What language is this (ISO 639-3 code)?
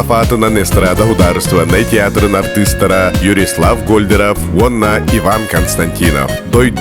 sah